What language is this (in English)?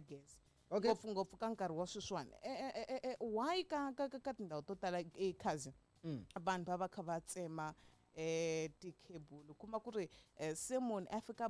Tsonga